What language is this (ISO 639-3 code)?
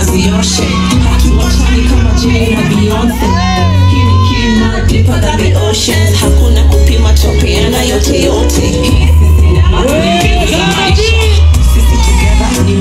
swa